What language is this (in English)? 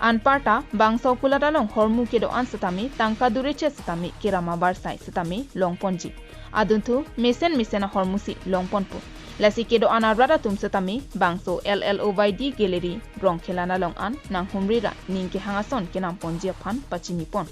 Karbi